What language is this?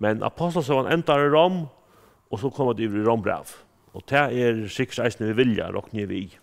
Faroese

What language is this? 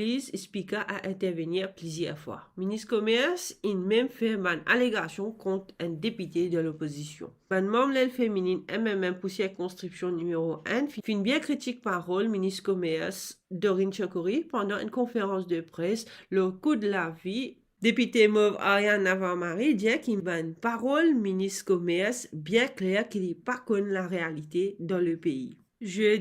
Morisyen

